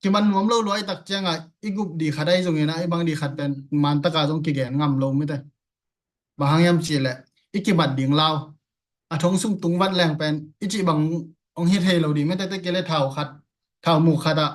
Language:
Tedim Chin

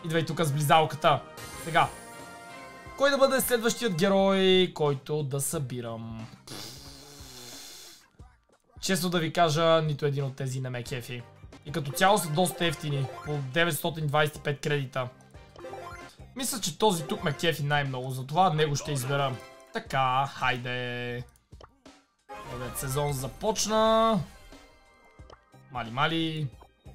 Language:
Bulgarian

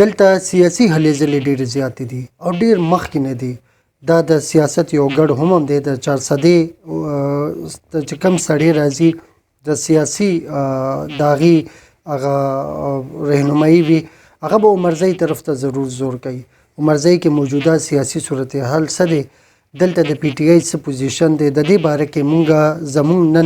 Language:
Pashto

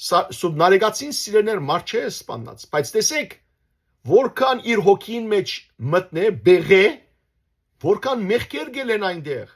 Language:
Western Armenian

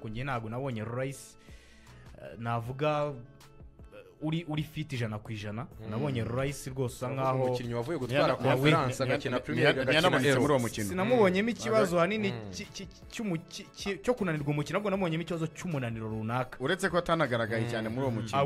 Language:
Kinyarwanda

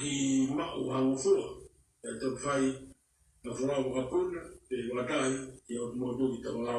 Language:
Tongan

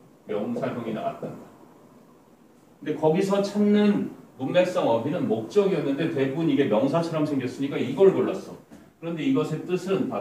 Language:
Korean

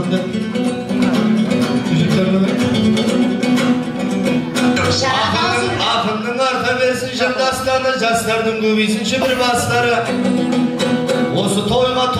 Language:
Kazakh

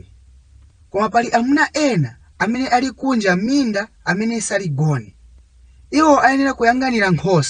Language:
Nyanja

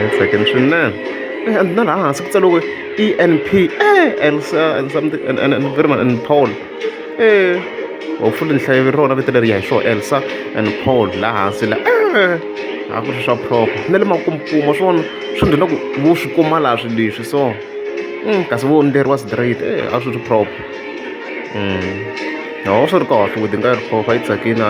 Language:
Tsonga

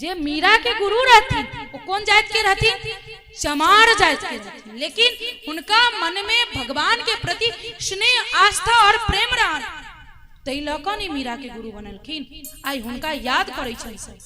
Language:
Maithili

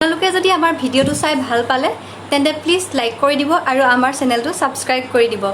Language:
Assamese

